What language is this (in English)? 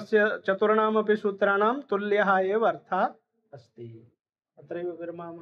Sanskrit